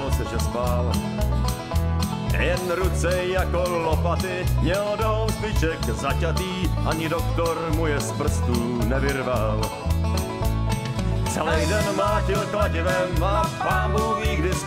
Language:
Czech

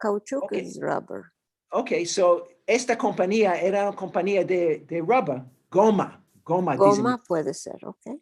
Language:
Ladino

